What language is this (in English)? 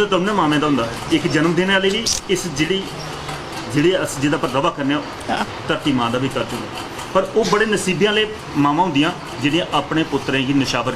Dogri